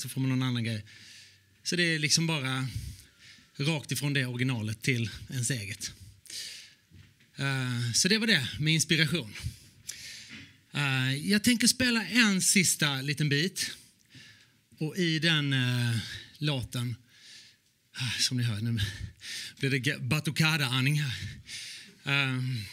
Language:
Swedish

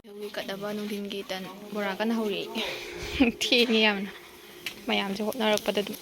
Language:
Manipuri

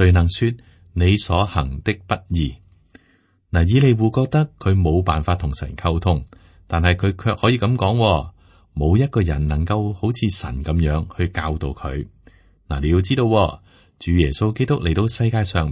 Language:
Cantonese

